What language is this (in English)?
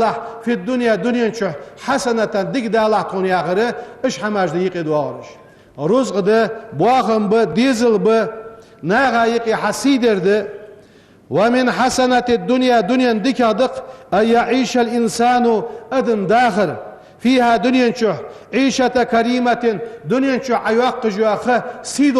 Ingush